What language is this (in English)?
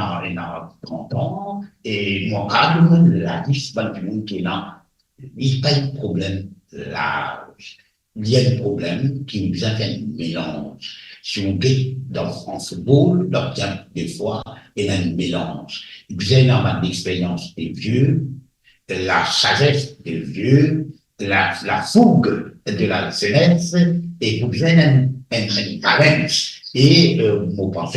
Morisyen